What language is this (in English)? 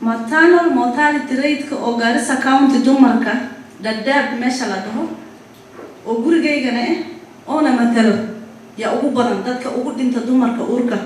Somali